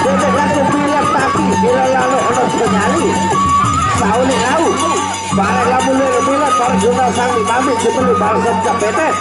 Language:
Sasak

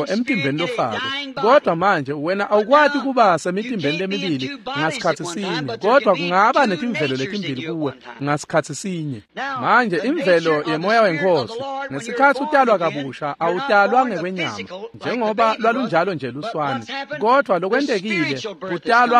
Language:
Swati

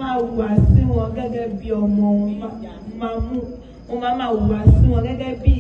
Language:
Yoruba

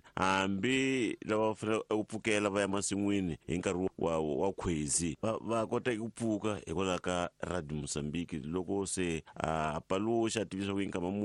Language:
Tsonga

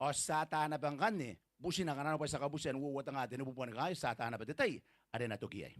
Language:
Gilbertese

